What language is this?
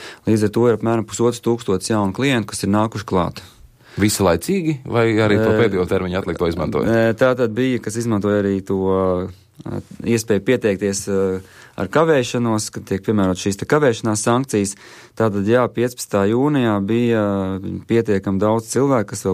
Latvian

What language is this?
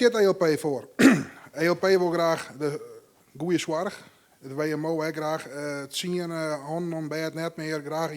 Western Frisian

